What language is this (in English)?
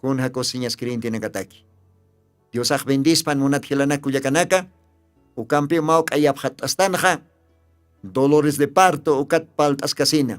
Aymara